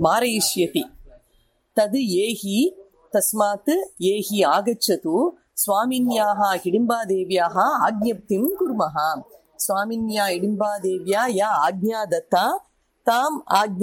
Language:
Sanskrit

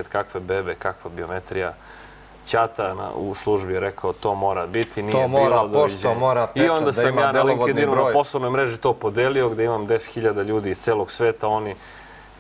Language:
Serbian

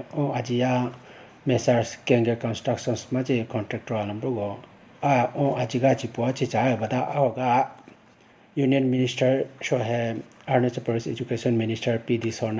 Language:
Idu-Mishmi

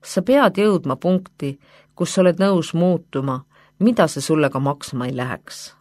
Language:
Estonian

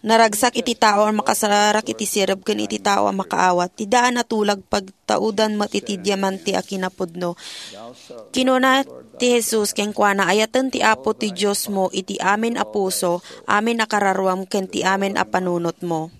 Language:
Iloko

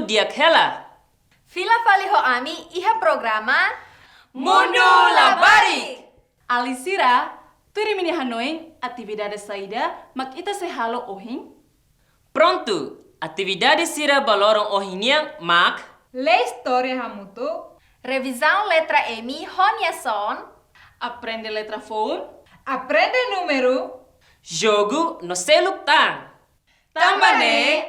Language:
Tetum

